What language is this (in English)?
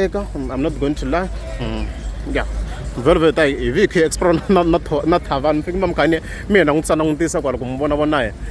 Tsonga